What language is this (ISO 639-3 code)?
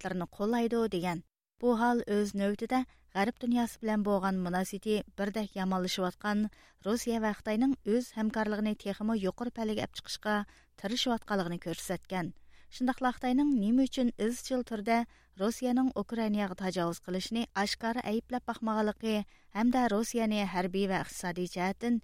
uig